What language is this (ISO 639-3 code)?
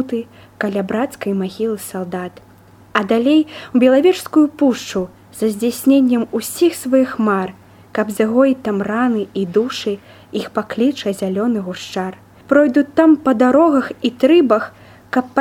bel